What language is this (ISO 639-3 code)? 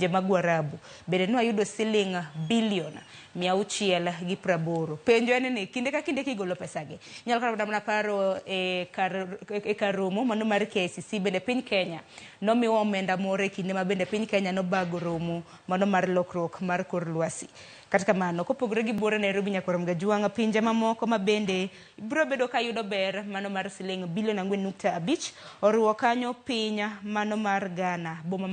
luo